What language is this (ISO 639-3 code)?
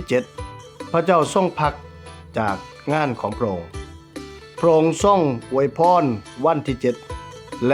lao